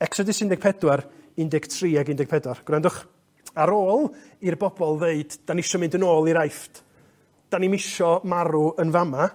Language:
Welsh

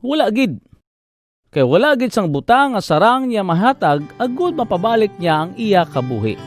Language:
Hiligaynon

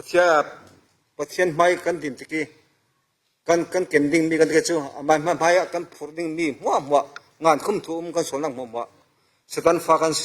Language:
Falam Chin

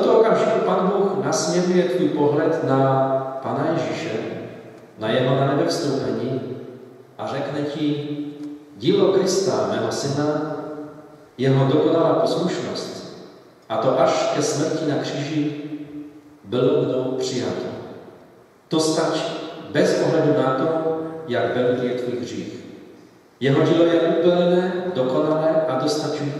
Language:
Czech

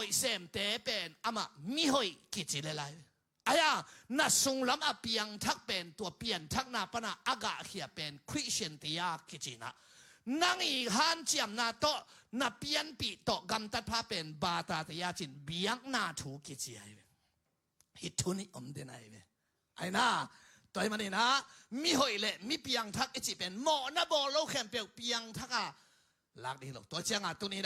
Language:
Tedim Chin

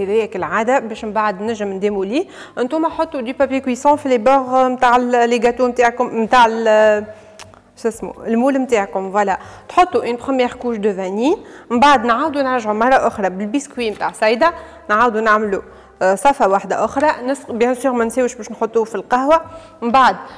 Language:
Tunisian Arabic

